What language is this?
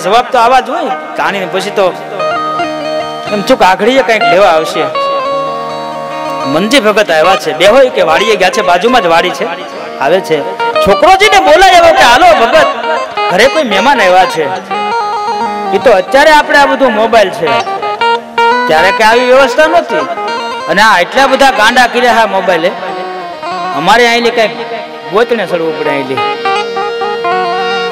Gujarati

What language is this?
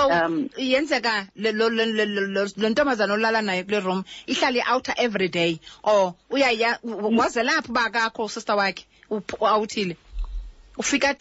Xhosa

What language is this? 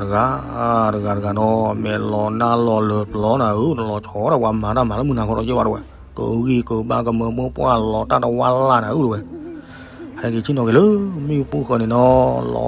S'gaw Karen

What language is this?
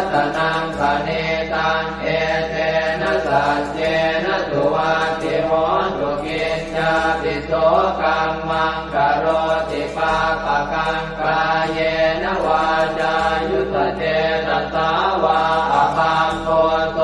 Pali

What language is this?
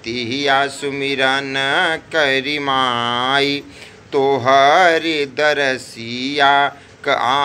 Bhojpuri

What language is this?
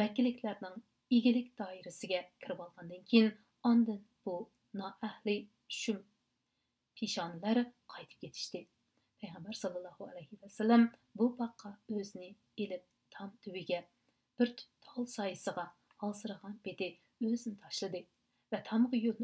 Uyghur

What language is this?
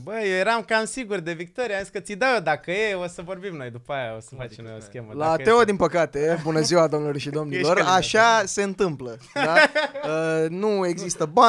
Romanian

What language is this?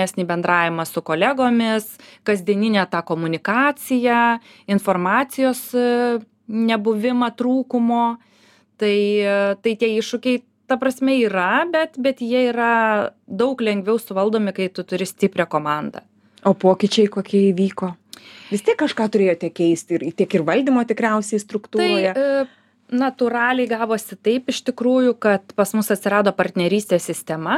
Lithuanian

